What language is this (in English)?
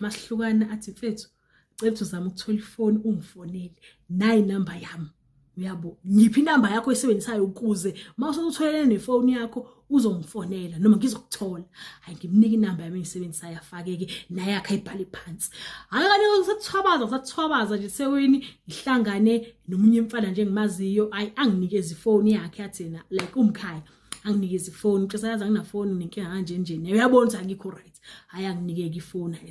Zulu